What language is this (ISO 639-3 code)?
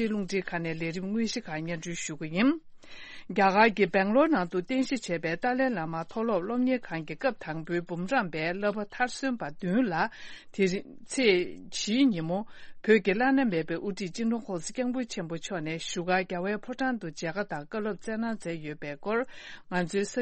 bod